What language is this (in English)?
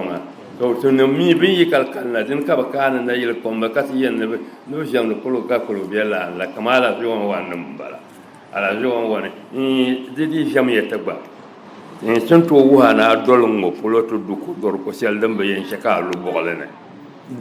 Dagbani